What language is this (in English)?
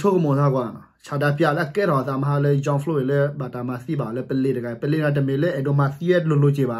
S'gaw Karen